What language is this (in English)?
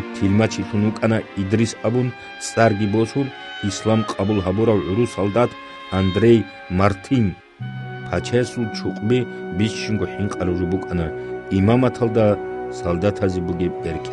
Avaric